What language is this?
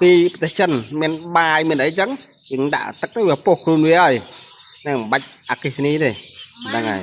Khmer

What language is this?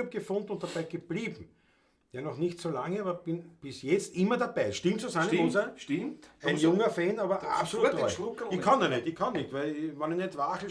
Bavarian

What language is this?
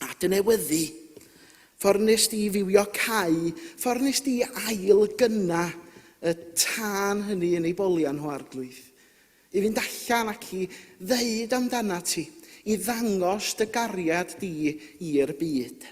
Welsh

